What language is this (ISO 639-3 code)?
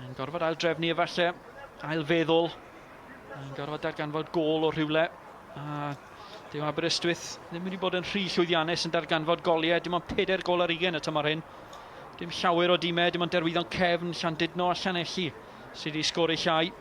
cym